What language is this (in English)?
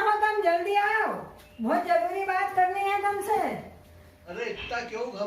Rajasthani